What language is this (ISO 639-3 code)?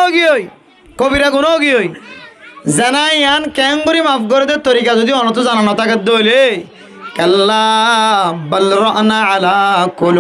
rhg